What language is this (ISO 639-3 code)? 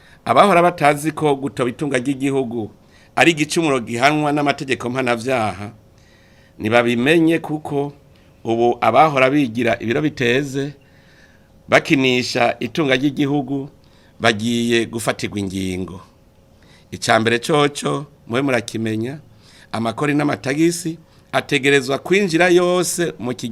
run